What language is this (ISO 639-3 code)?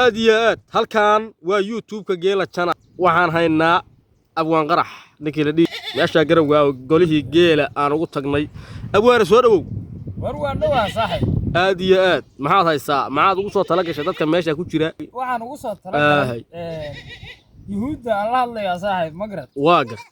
som